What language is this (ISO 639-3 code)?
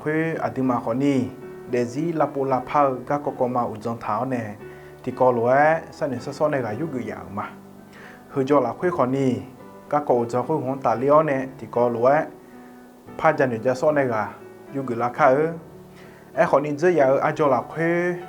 ahk